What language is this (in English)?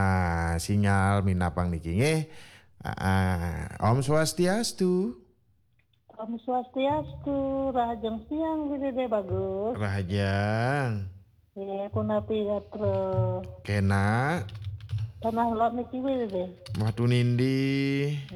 Balinese